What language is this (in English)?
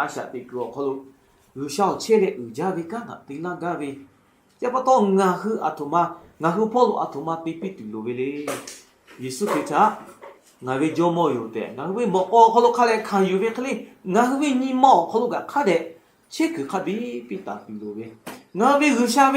Lahu